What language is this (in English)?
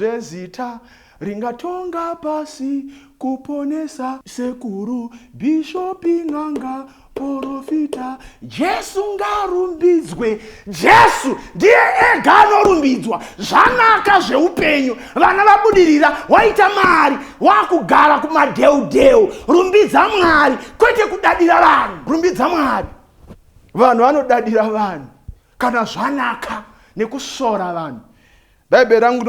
Shona